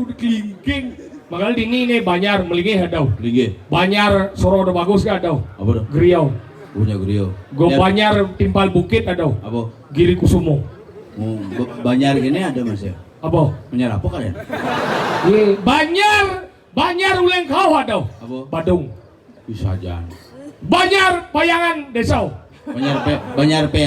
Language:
Balinese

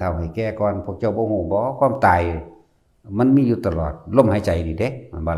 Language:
Northeastern Thai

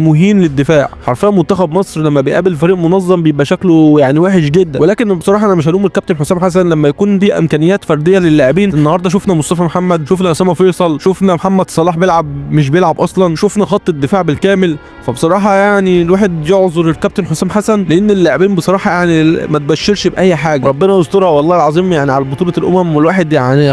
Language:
Egyptian Arabic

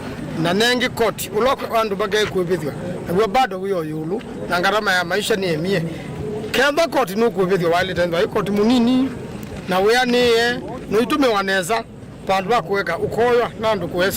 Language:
Kamba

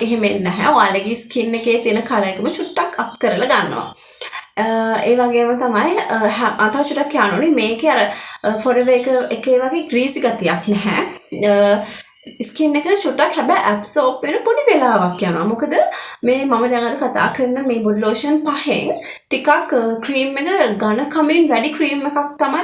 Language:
Sinhala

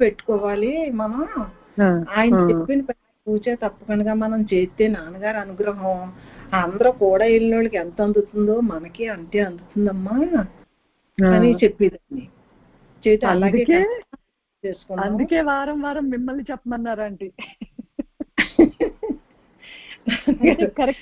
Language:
Telugu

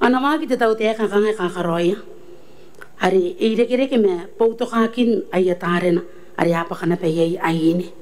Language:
Gilbertese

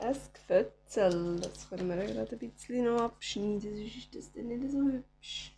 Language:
Swiss German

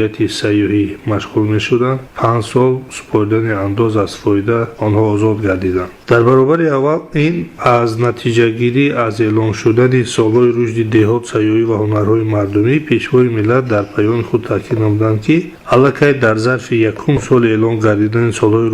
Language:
Tajik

